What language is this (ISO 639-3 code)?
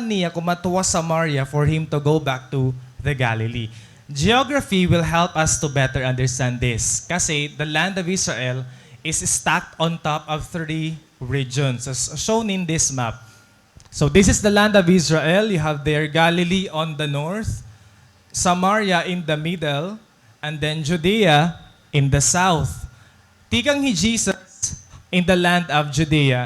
war